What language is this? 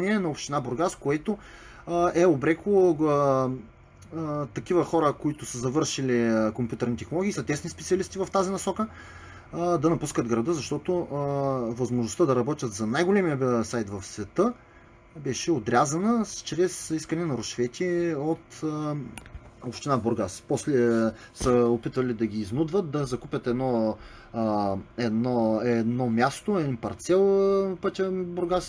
Bulgarian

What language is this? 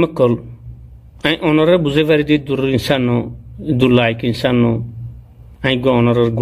Rohingya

